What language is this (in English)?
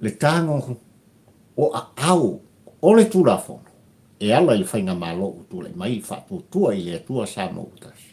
Samoan